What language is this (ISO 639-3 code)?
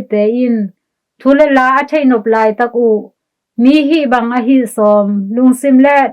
ctd